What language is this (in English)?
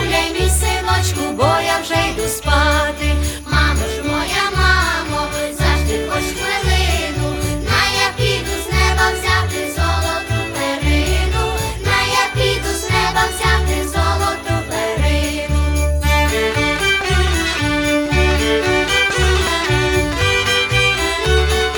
Ukrainian